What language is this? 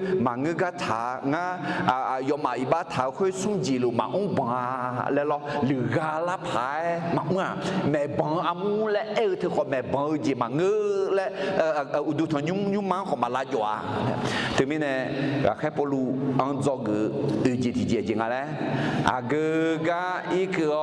Akha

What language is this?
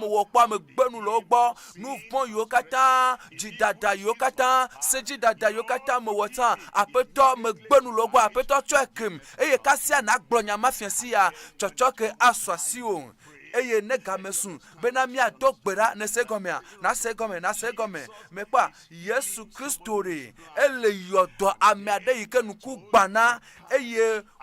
Ewe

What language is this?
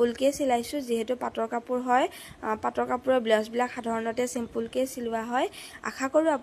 Assamese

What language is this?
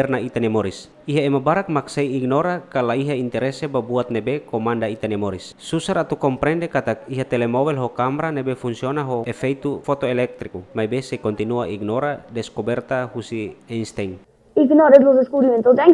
Tetum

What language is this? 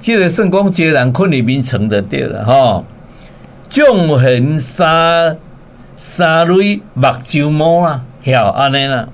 Min Nan Chinese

